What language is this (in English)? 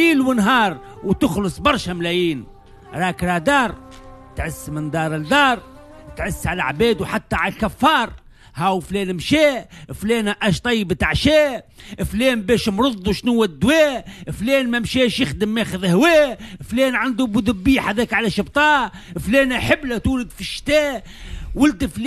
Tunisian Arabic